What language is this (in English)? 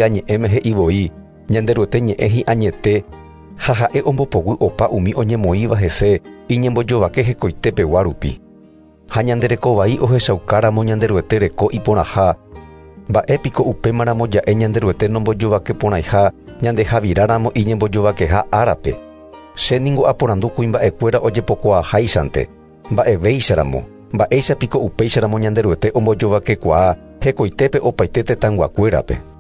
Guarani